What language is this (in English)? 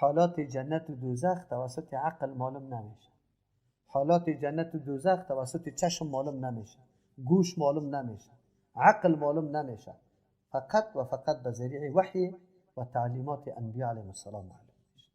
Persian